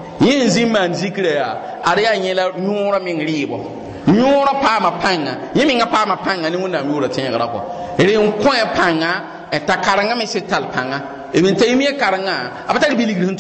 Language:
Mossi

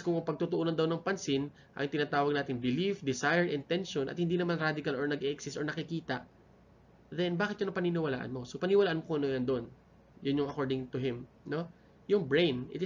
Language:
Filipino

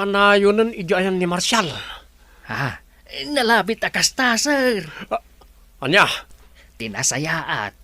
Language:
Iloko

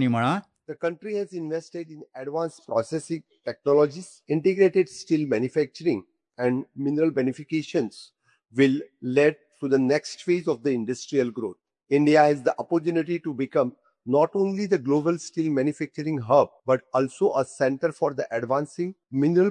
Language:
Konkani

